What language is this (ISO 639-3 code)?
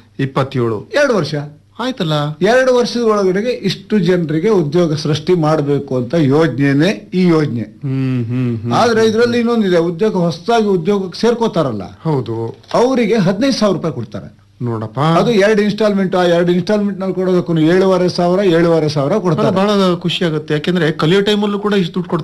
kan